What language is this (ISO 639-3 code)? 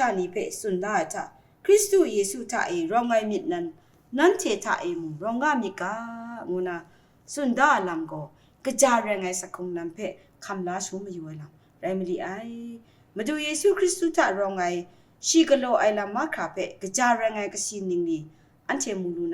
kac